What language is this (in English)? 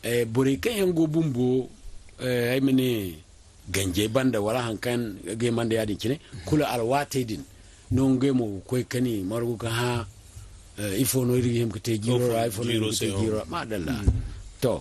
Zarma